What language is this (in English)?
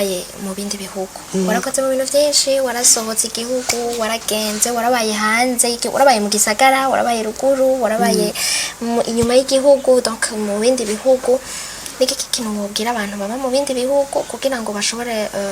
Rundi